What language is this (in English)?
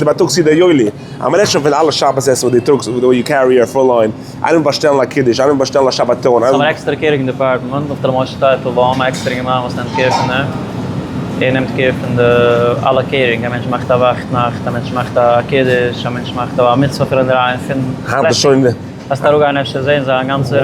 Yiddish